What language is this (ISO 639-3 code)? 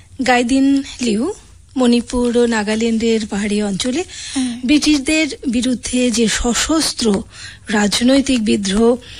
ben